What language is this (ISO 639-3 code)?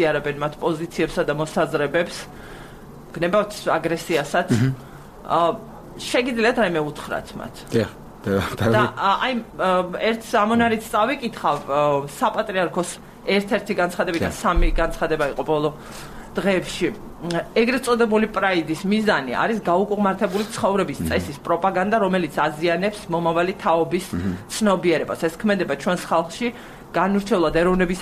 kat